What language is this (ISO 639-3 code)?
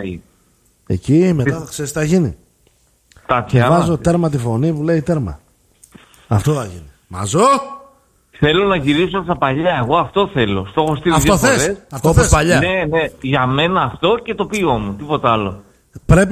ell